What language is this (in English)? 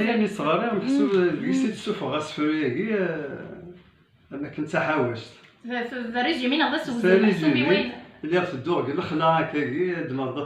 Kabyle